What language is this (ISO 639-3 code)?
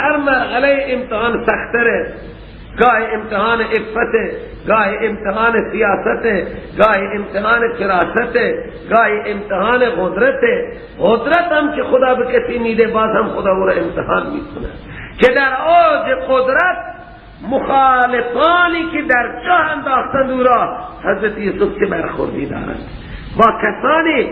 fas